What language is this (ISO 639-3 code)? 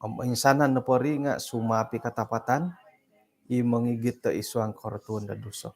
dtp